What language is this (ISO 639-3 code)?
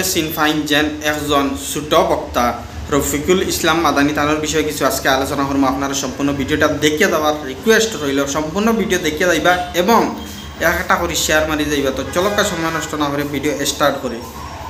syl